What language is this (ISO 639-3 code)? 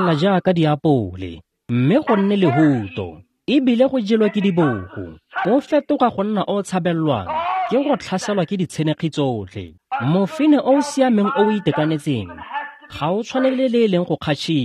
tsn